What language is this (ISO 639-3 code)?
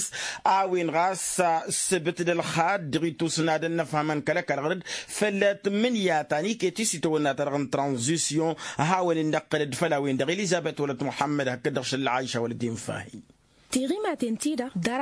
taq